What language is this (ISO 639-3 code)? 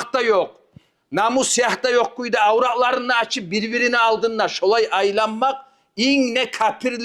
kum